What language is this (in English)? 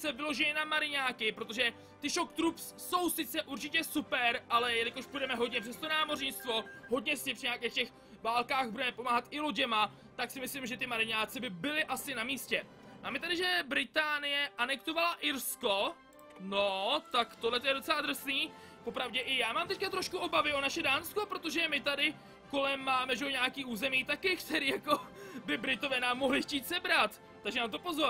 Czech